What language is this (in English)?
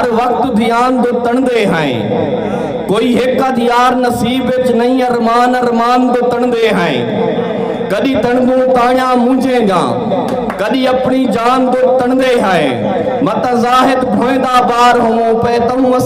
Saraiki